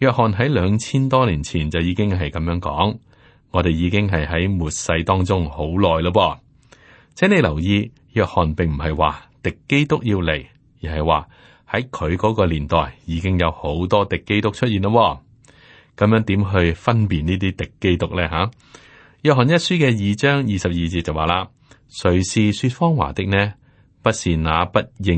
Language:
Cantonese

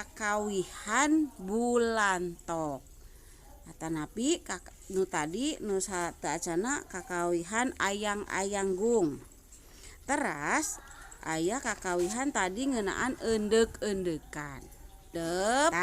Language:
Sundanese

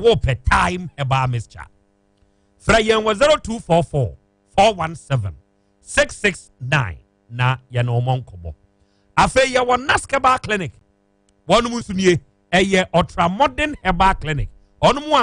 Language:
Akan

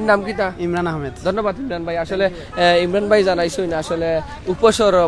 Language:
Sylheti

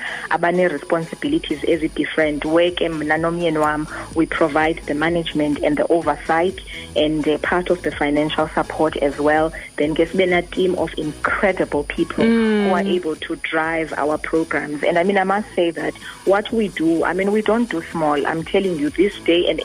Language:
Xhosa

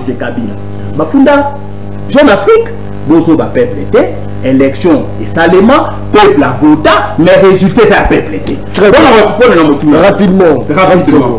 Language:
Lingala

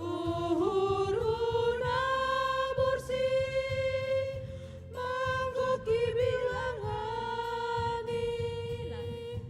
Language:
Batak Simalungun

